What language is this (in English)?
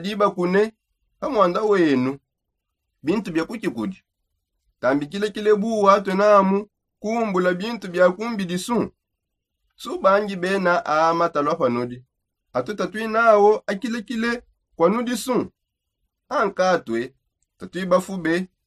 Songe